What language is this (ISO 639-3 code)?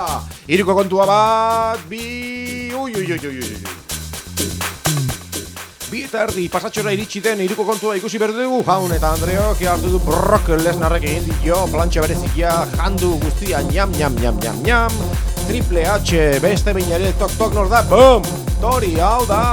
eus